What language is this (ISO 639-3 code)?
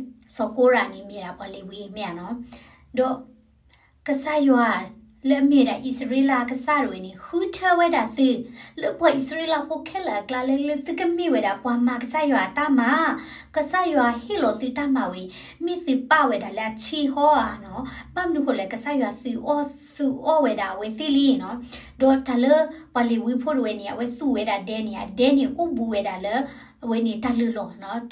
ksw